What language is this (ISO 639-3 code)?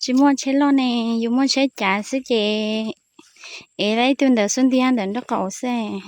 hmn